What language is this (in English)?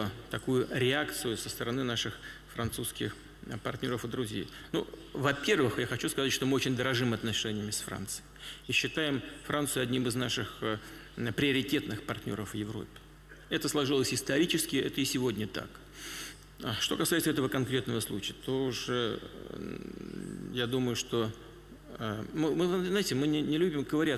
Russian